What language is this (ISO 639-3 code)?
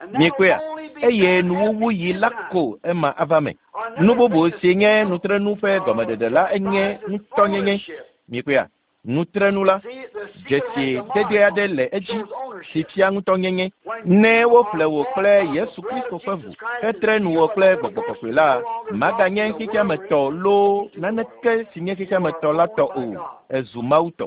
ewe